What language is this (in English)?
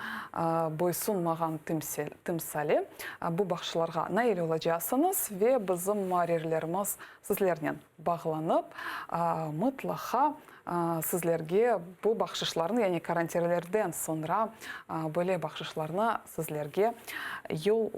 Crimean Tatar